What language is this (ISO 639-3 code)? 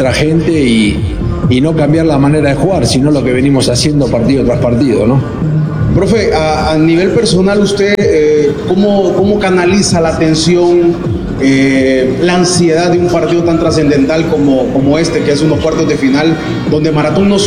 spa